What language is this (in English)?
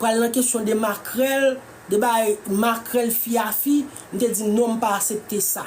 Haitian Creole